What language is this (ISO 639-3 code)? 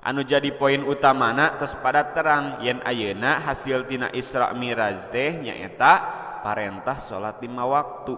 sun